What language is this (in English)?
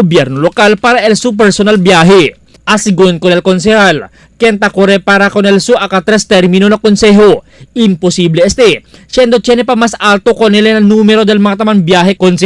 Chavacano